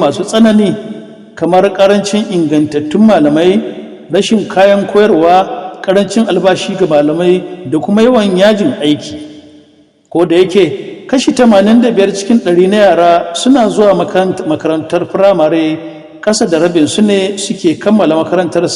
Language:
Hausa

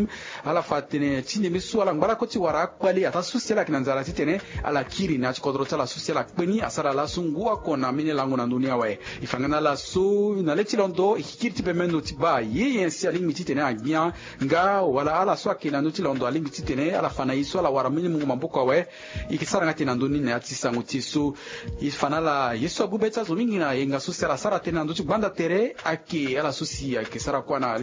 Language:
Sango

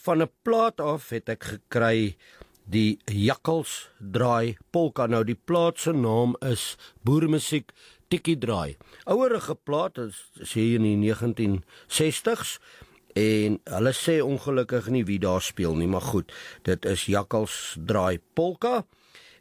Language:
Afrikaans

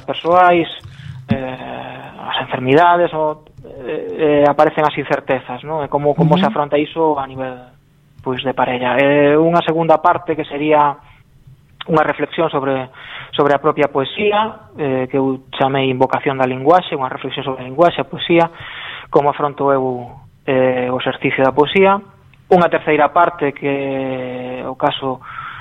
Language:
Galician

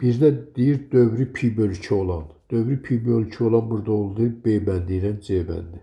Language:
Azerbaijani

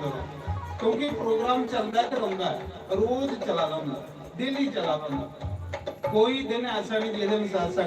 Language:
Dogri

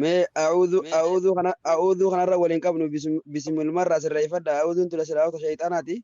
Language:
Oromo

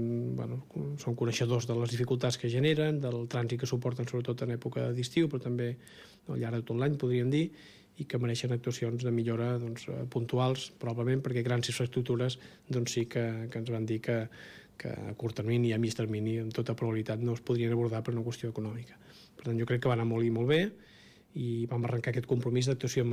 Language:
Catalan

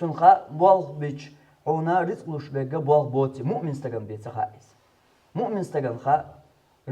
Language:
Chechen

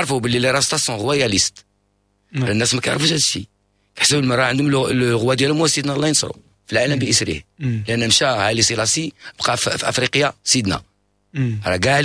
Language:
Moroccan Arabic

